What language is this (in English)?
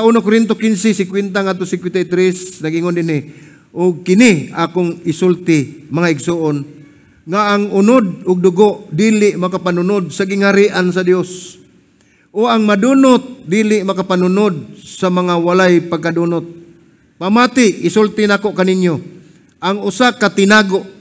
Cebuano